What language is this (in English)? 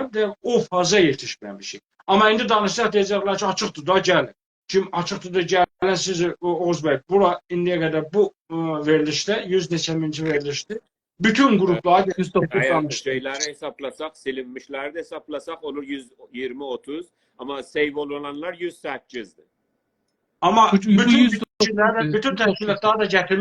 South Azerbaijani